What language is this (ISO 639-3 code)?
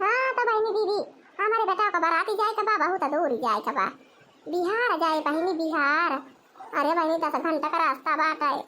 awa